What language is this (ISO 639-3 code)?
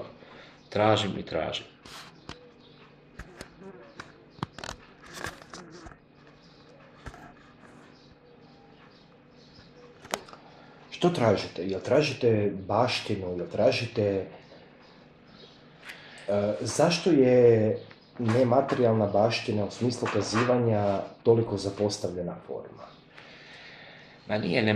hrv